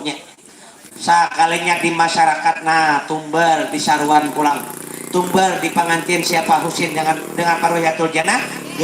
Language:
Banjar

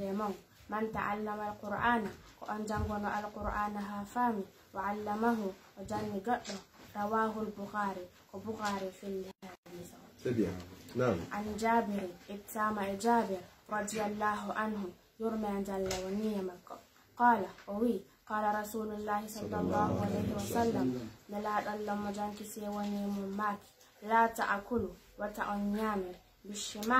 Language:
Pular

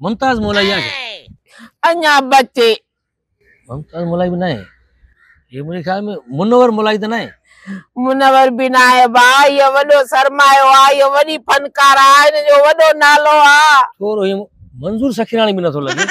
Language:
Sindhi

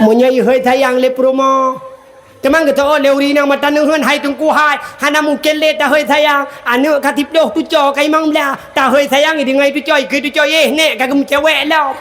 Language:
Achinese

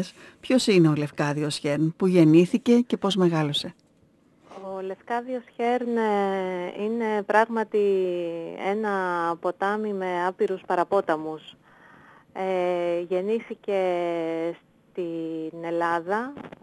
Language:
Greek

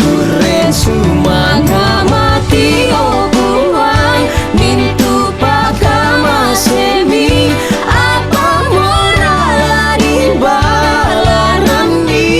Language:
Toraja-Sa'dan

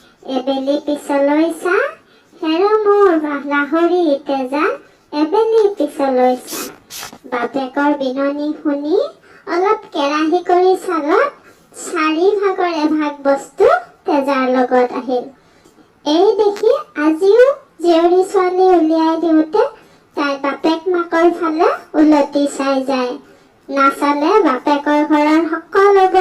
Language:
Assamese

